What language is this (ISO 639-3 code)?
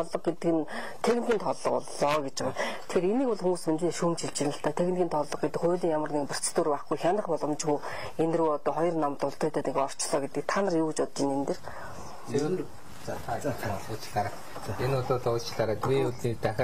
mon